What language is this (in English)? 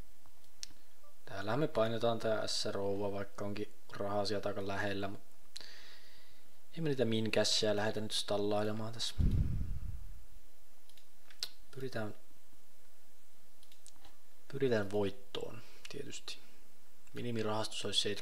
Finnish